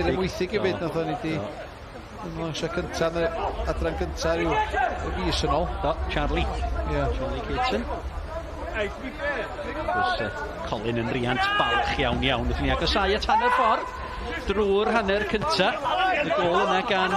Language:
Welsh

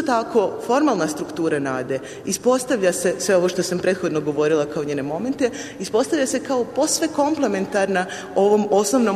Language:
Serbian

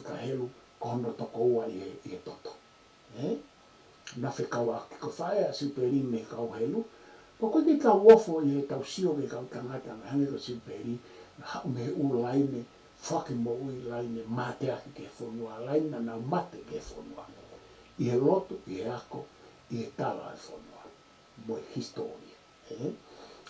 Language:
Tongan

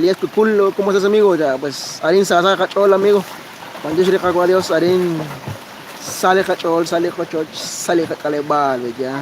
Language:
Kekchí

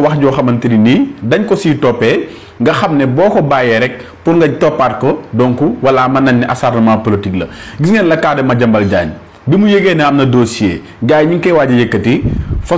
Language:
Wolof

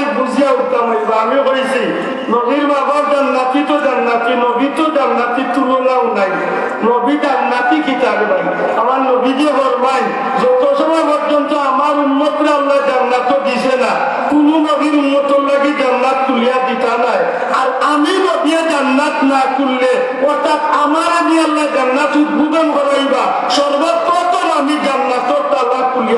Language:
Sylheti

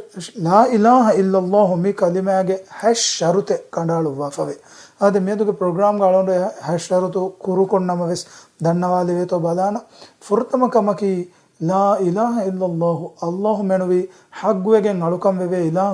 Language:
Divehi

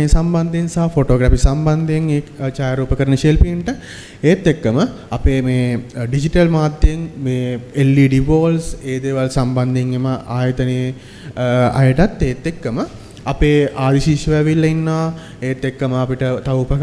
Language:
Sinhala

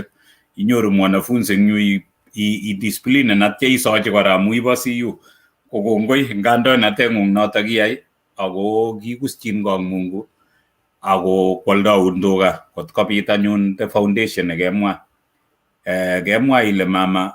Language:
Kalenjin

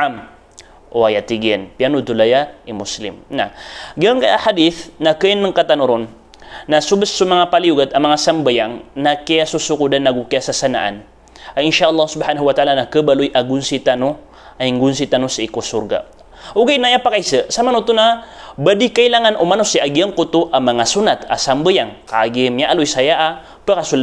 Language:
Maranao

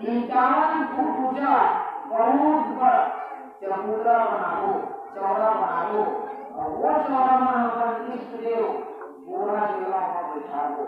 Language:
Chhattisgarhi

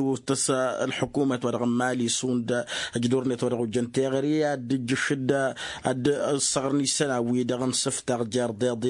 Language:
Tamasheq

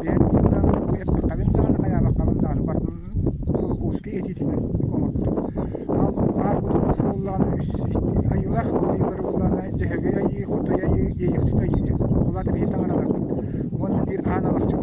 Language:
Yakut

